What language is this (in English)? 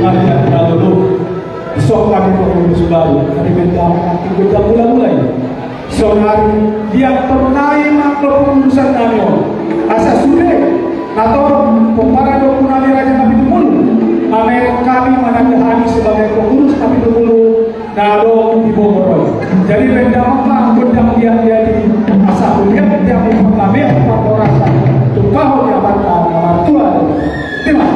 Batak Toba